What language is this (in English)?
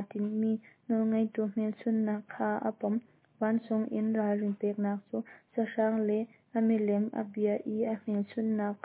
Hakha Chin